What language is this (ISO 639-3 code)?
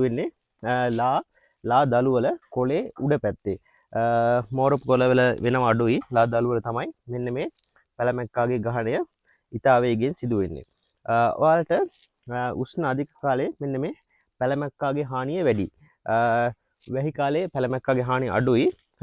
sin